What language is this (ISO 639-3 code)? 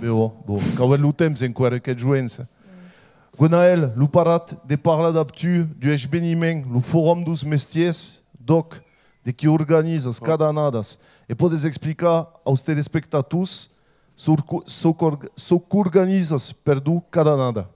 oci